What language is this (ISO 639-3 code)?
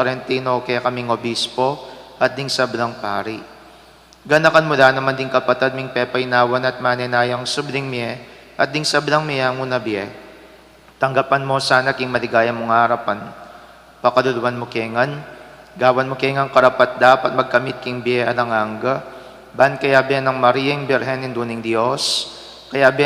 pam